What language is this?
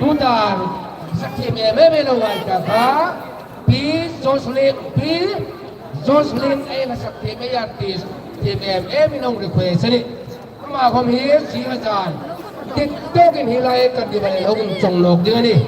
Hmar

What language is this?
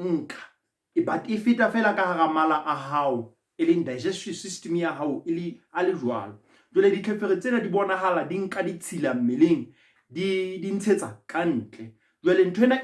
Southern Sotho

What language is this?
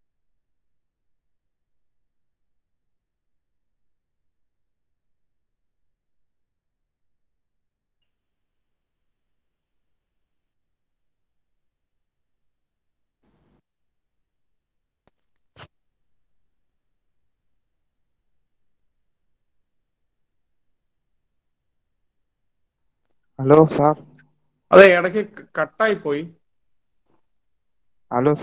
Malayalam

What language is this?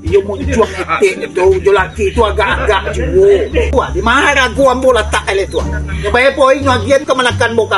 Minangkabau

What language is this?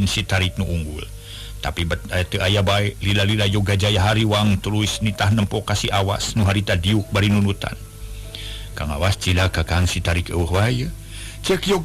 Sundanese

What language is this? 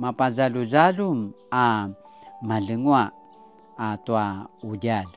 Paiwan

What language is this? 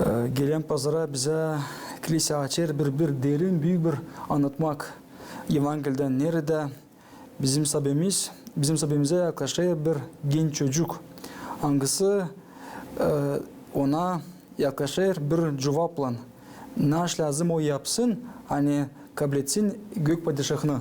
Gagauz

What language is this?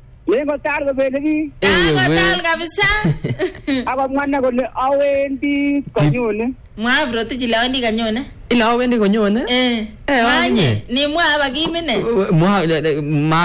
Swahili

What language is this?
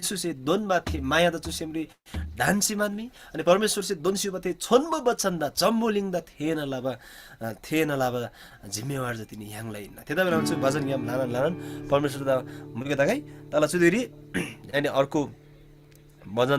Eastern Tamang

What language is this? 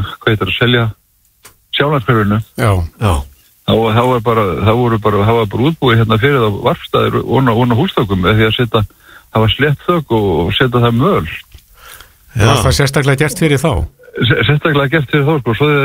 Icelandic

